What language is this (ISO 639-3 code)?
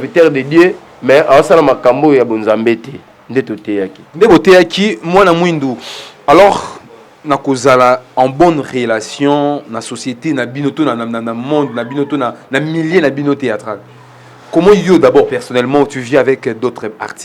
lin